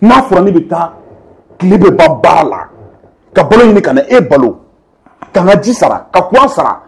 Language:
Bambara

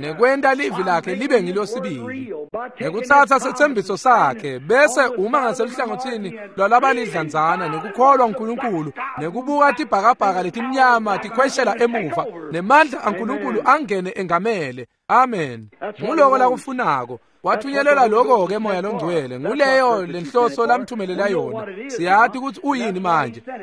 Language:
Swati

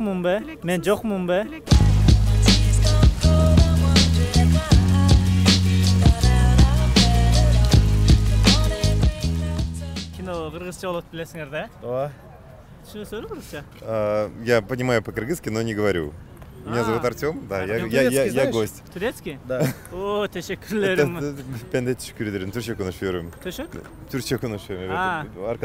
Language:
Kyrgyz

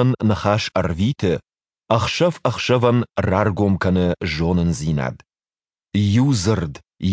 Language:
Ossetic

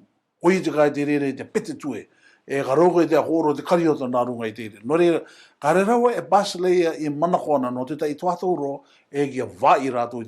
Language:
Rarotongan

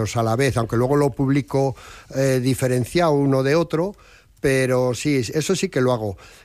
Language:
Spanish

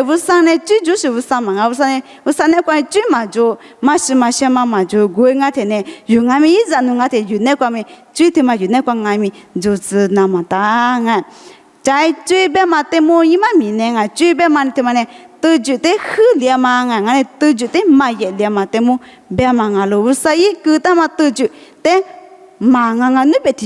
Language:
Lisu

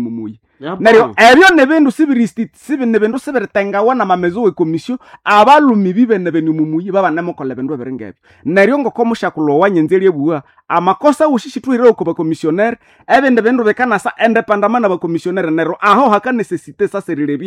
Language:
Nande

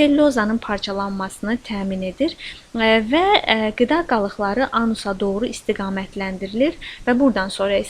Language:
Azerbaijani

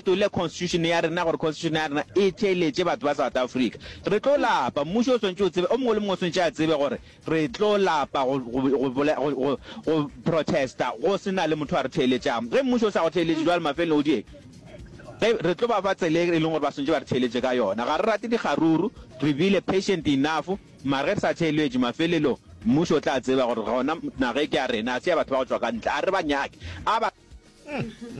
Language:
Northern Sotho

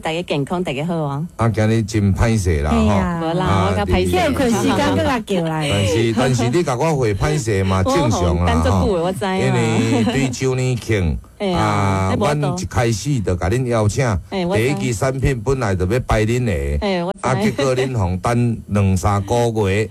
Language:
Min Nan Chinese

